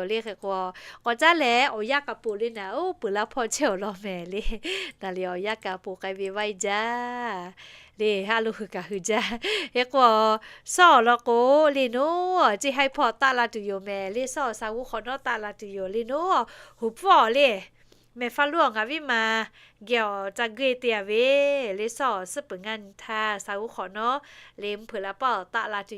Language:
Lahu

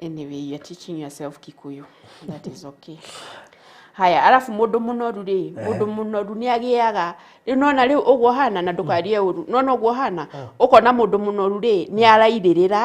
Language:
Kikuyu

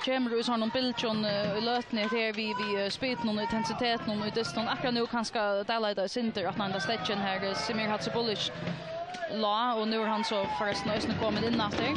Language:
Faroese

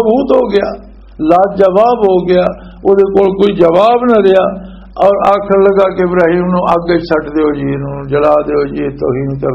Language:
Western Panjabi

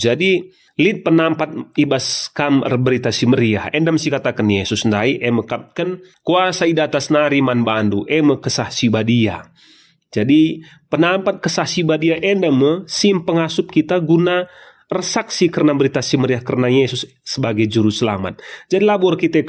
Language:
Batak Karo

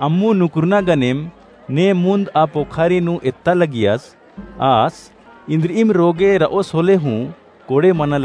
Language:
Kurukh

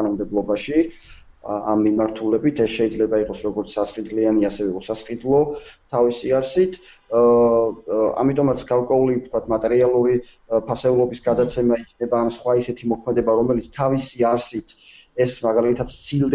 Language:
Georgian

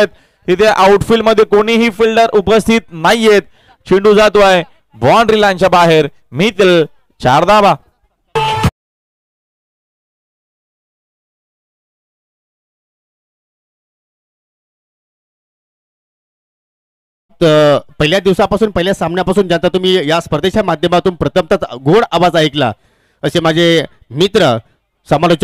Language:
Marathi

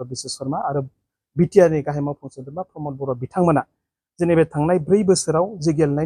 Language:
Bodo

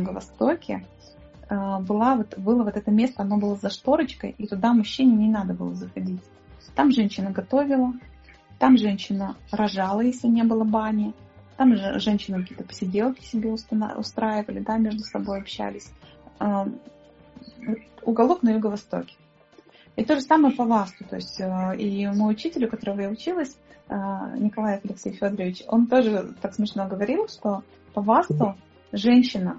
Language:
Russian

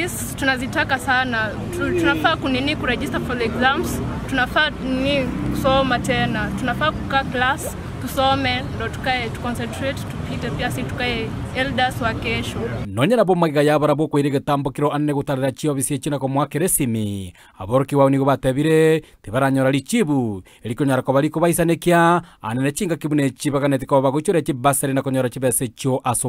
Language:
Gusii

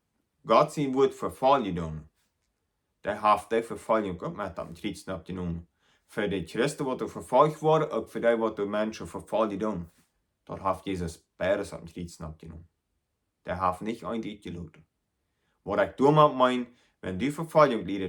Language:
Plautdietsch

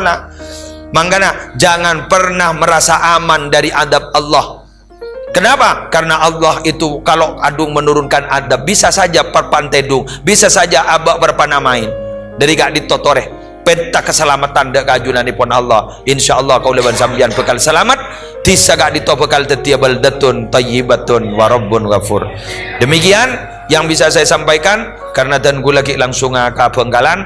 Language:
Madurese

